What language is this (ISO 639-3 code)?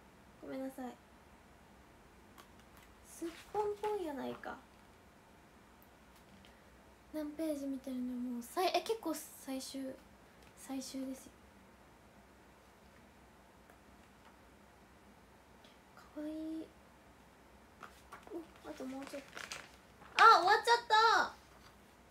jpn